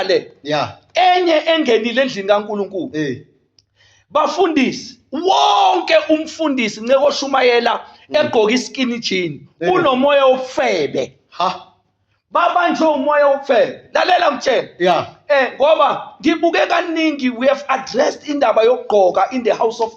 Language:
Zulu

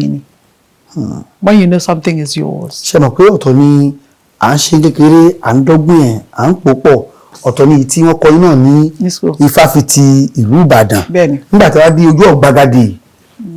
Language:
Yoruba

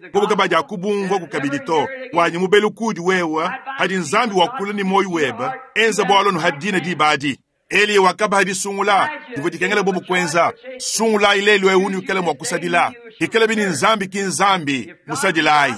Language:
Luba-Lulua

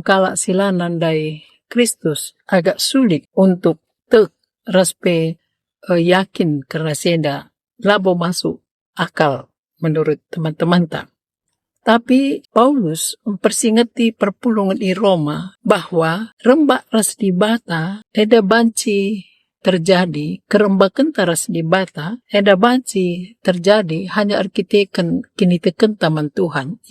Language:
Batak Karo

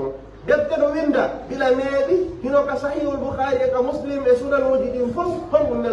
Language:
Pular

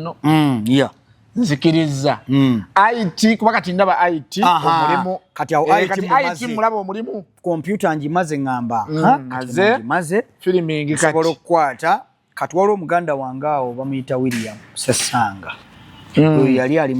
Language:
Ganda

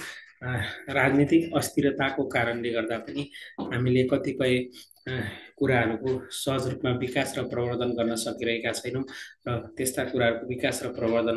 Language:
Nepali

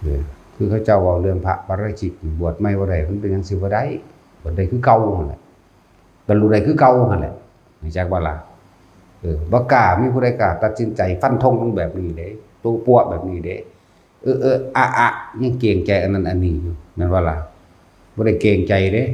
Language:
Northeastern Thai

